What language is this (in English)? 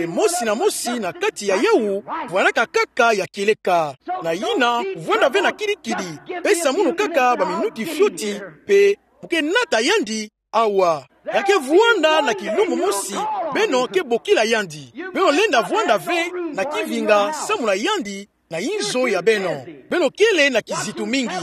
Kituba (Democratic Republic of Congo)